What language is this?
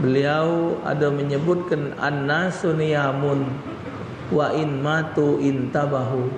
Musi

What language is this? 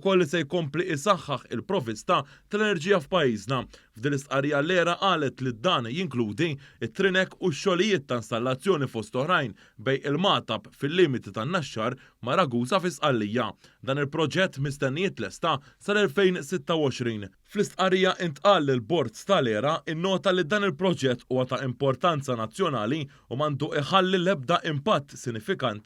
Maltese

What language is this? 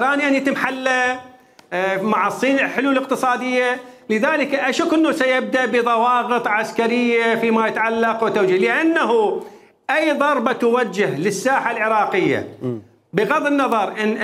Mesopotamian Arabic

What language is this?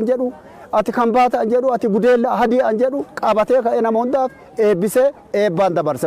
Oromo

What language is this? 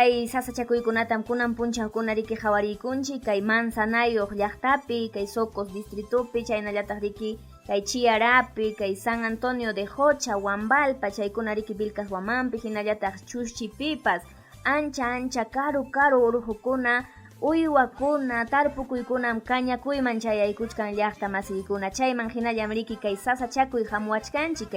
Ayacucho Quechua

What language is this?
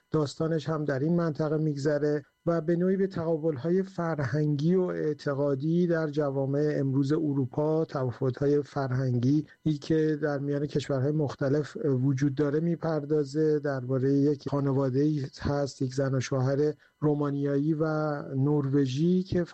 Persian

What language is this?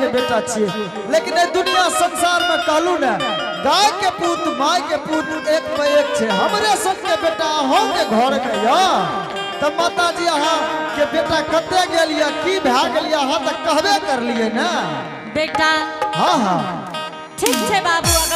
Angika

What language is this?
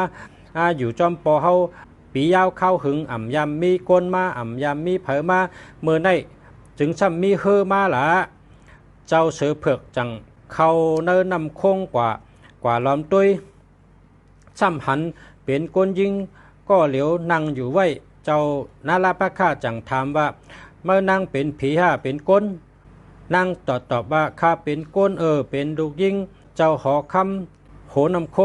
Shan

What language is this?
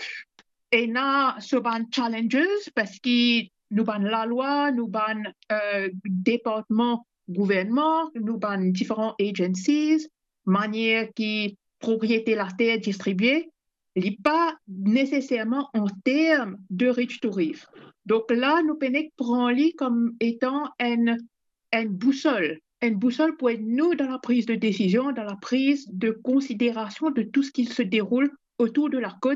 Morisyen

